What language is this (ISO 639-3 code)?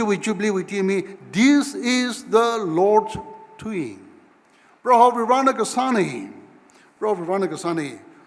nmf